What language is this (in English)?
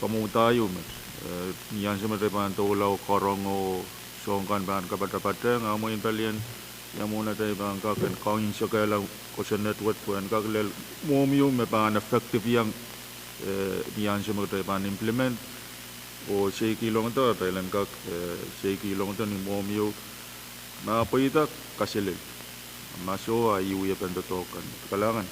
Pohnpeian